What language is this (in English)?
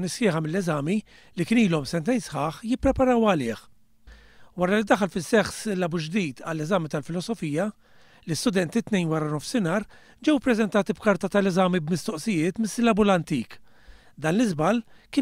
Maltese